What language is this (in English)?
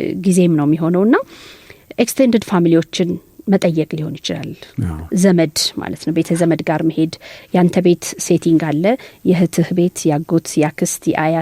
Amharic